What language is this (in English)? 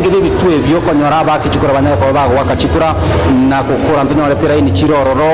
Gusii